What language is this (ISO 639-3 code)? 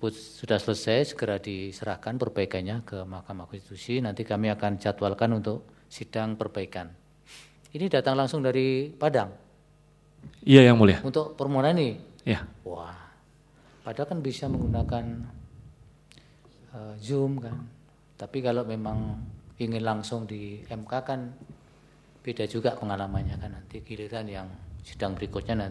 ind